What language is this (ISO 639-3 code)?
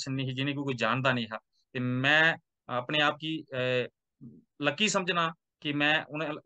doi